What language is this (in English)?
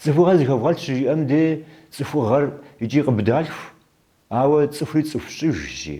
Kabardian